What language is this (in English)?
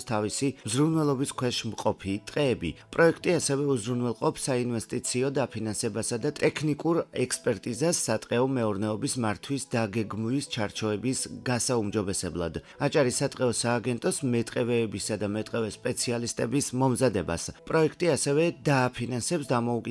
Georgian